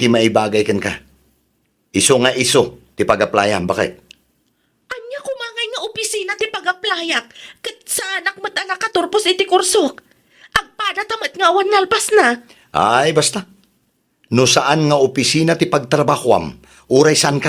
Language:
Iloko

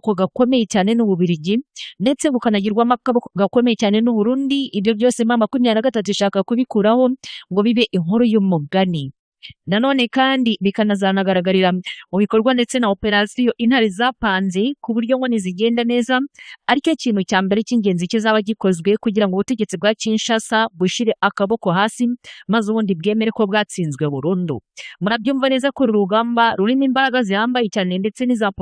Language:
Kinyarwanda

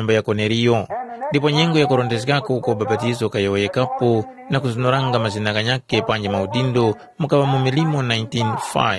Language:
Tumbuka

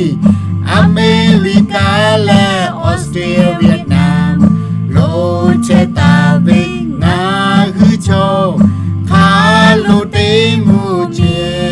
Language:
Lahu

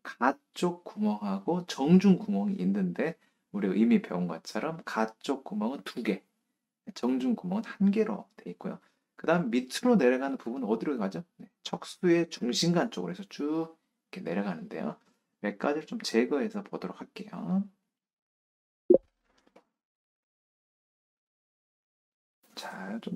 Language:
Korean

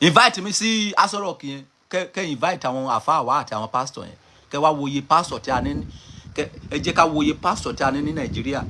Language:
Yoruba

